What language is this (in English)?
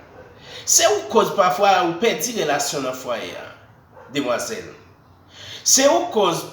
Haitian Creole